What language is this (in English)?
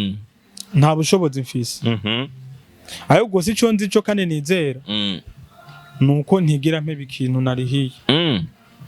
Rundi